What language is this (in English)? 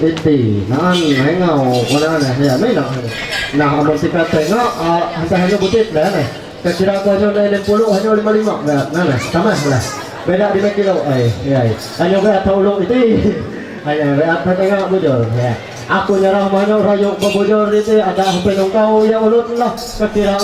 Ma'anyan